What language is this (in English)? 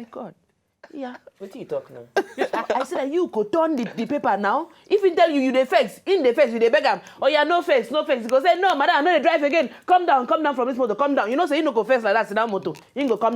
Nigerian Pidgin